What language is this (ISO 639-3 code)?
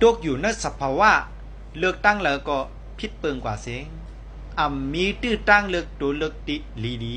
shn